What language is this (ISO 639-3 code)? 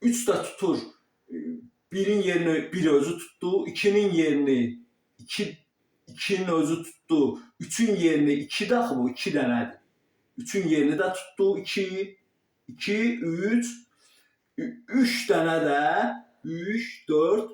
aze